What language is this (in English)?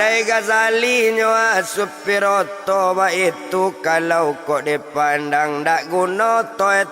Minangkabau